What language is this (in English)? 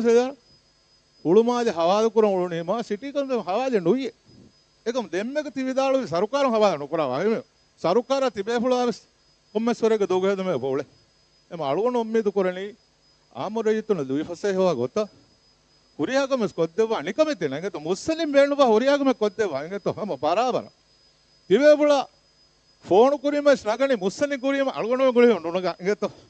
Divehi